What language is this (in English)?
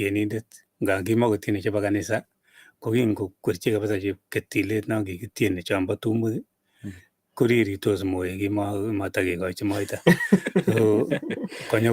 Kalenjin